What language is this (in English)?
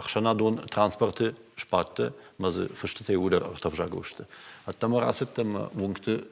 Ossetic